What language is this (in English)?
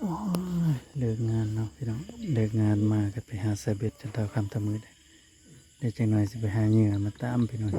Northeastern Thai